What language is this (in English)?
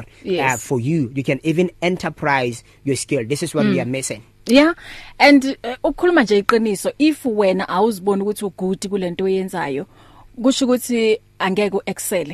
English